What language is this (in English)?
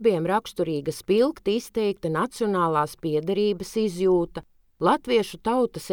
Latvian